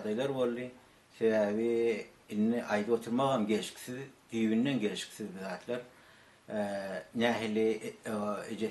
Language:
Turkmen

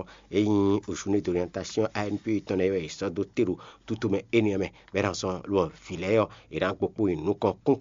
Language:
Fon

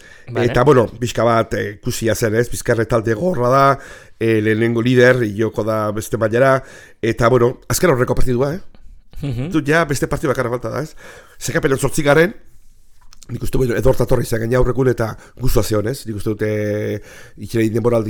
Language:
Basque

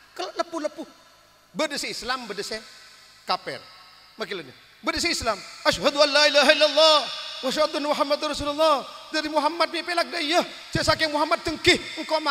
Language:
Madurese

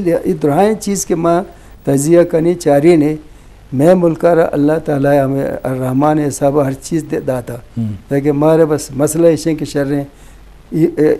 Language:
Baluchi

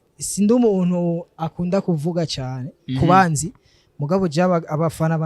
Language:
Rundi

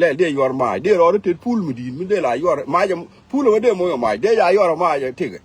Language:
Nuer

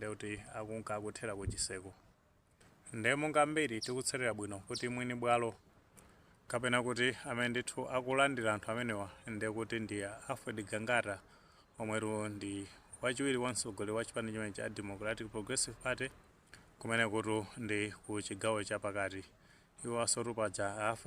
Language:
Nyanja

